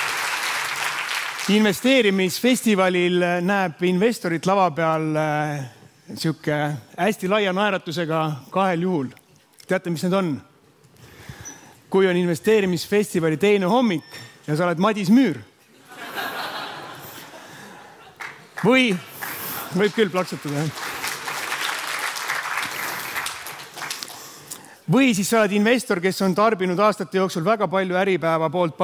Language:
Estonian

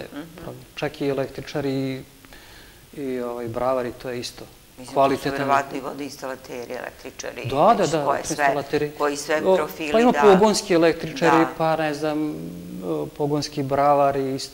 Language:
Serbian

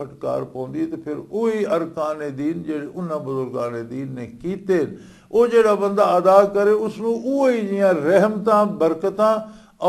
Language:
Western Panjabi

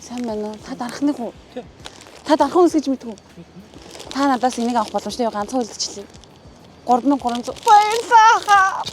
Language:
Mongolian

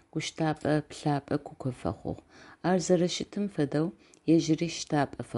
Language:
Adyghe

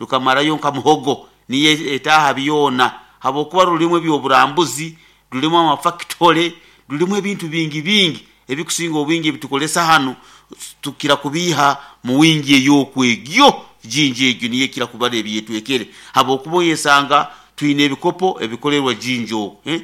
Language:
Nyoro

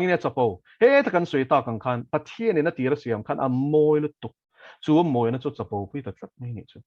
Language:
Mizo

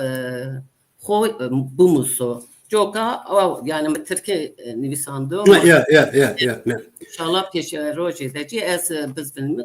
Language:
Zaza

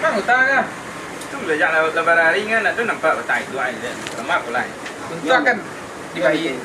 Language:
Minangkabau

